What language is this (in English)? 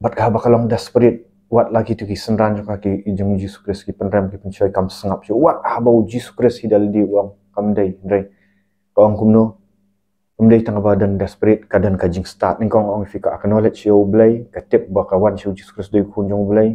Khasi